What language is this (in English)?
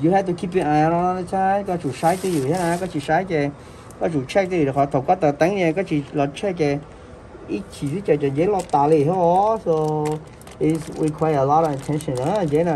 Hmong